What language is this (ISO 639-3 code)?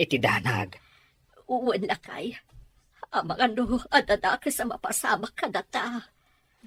ilo